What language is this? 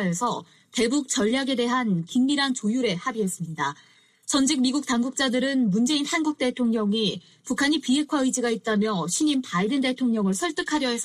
Korean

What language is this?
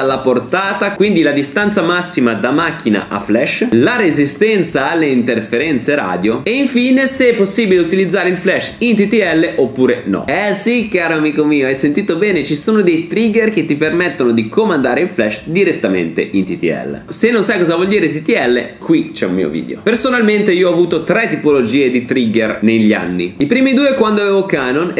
Italian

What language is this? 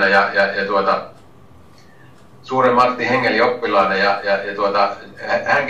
Finnish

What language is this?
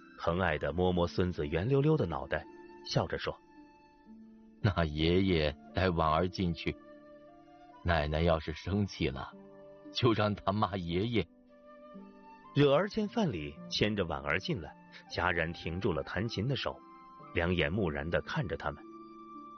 Chinese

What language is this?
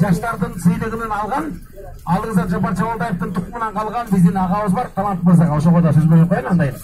Kyrgyz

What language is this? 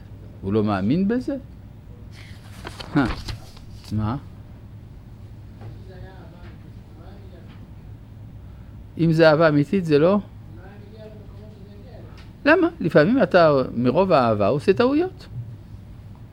Hebrew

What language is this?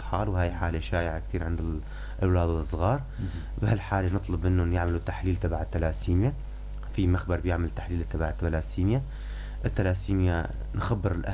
North Levantine Arabic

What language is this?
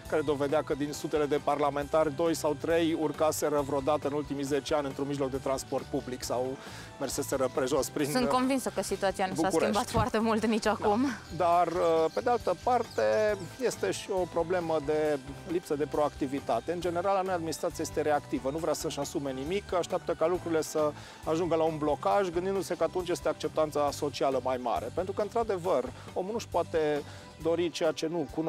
Romanian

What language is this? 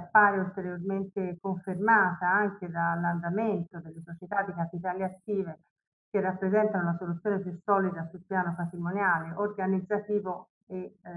Italian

